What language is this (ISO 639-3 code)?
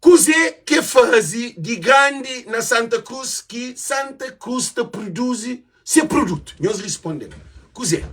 kea